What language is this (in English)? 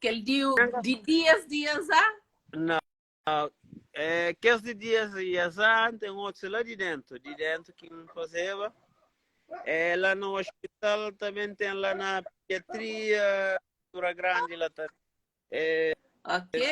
Kabuverdianu